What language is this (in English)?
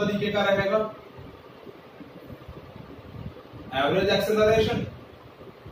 Hindi